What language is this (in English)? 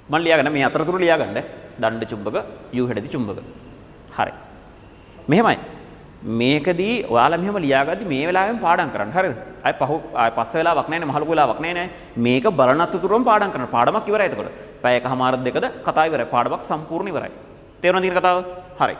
Sinhala